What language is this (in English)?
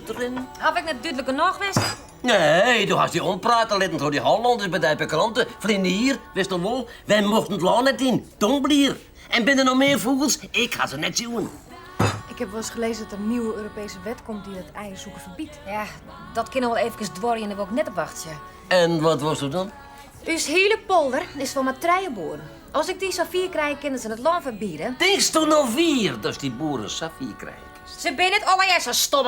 Western Frisian